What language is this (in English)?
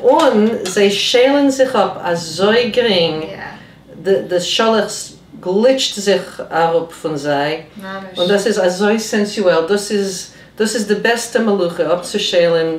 Yiddish